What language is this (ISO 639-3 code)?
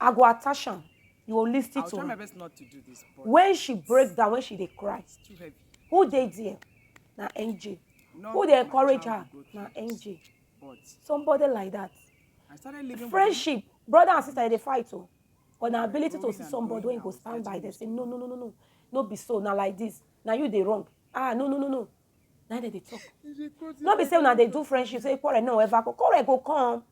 pcm